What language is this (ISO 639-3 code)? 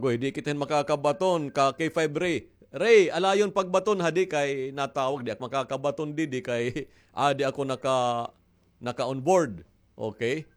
war